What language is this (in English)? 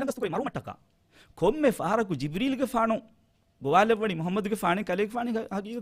Divehi